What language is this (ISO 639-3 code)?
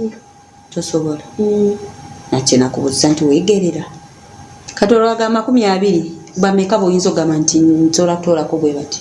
lug